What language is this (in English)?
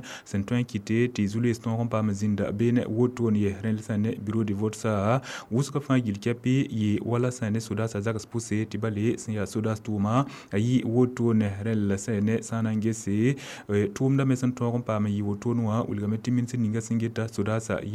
Mossi